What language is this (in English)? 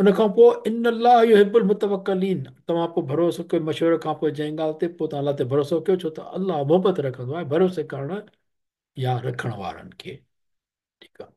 Sindhi